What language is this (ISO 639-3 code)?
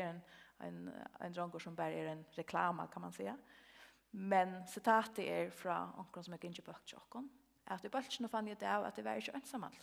fao